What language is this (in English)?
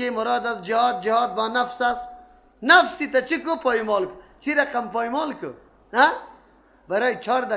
Persian